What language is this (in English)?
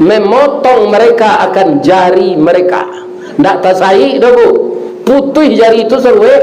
Minangkabau